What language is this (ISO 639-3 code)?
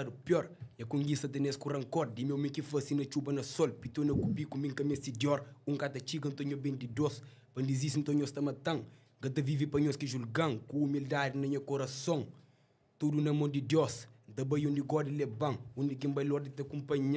kea